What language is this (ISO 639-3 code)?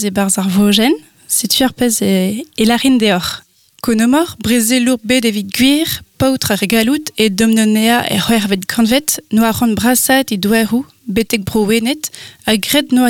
bre